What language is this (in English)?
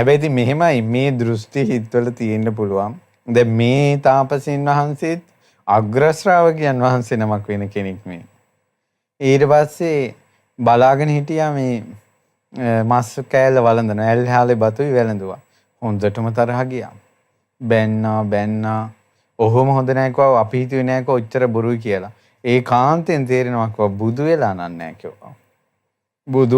Sinhala